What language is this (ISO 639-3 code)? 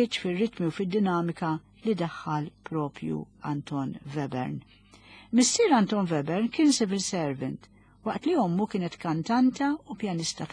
mlt